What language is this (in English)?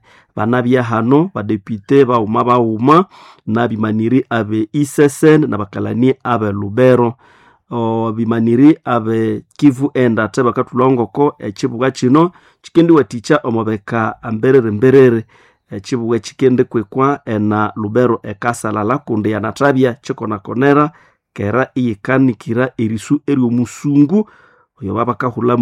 Nande